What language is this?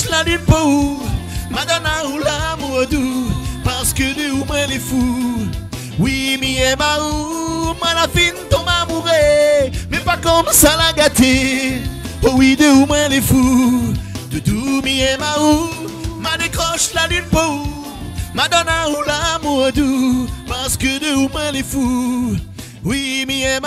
Réunion Creole French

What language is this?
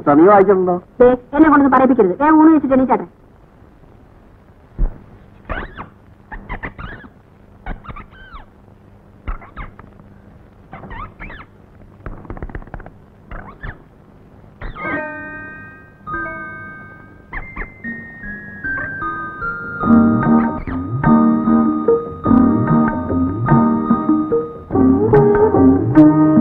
Malayalam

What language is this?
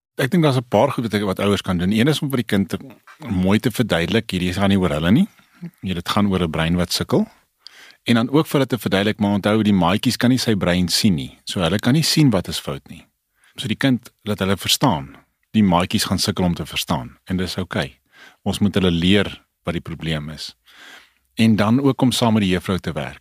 Afrikaans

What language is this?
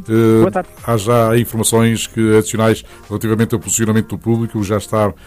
Portuguese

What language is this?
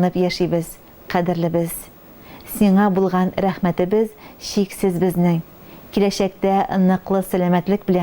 Tatar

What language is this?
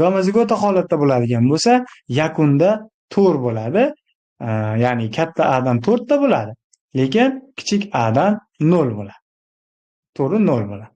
Uzbek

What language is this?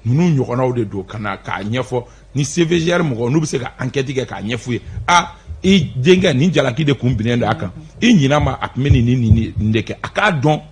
Bambara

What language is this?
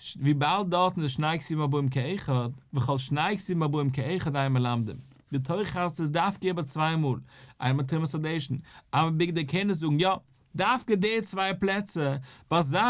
Yiddish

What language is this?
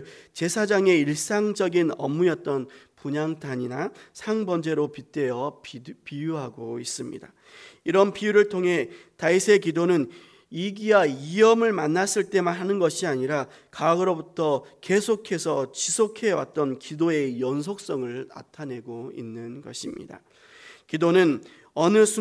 Korean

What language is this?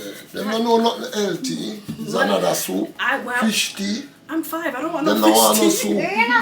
Jamaican Creole English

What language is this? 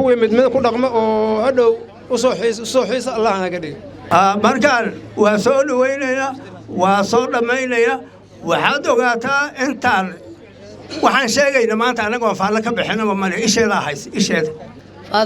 Somali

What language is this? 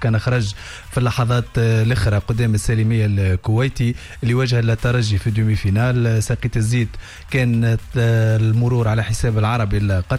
Tunisian Arabic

